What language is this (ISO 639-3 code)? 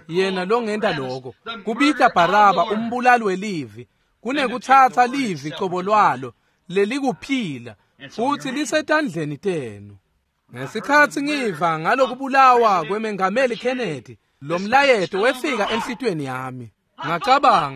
ssw